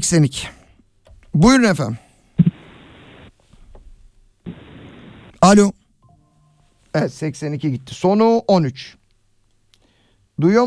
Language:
Turkish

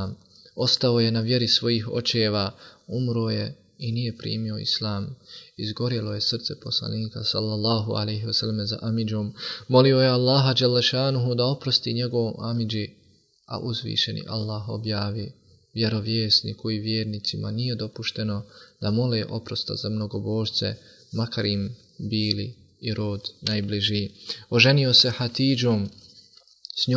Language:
Bosnian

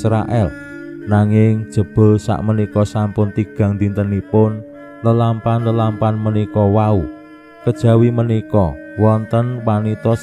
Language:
Javanese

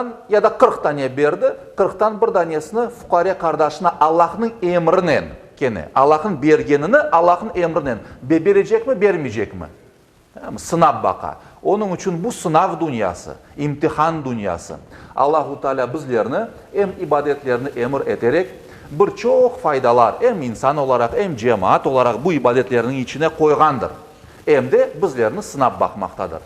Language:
Crimean Tatar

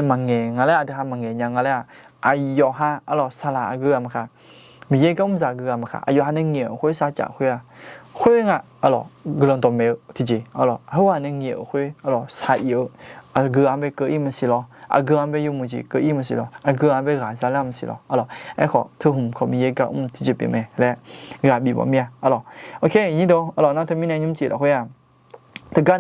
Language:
Akha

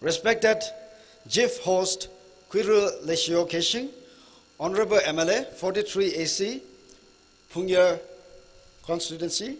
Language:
Tangkhul Naga (India)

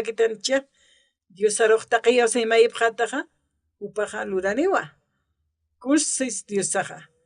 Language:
Aymara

